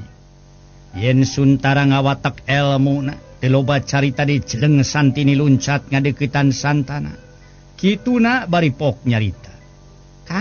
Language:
Sundanese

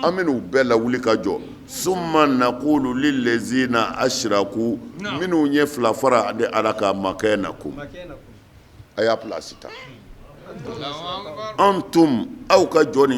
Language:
Bambara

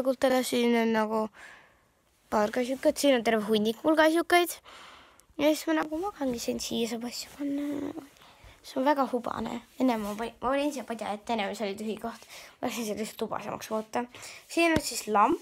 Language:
Estonian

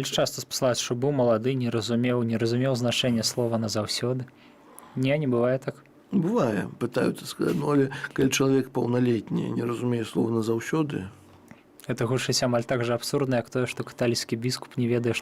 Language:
Belarusian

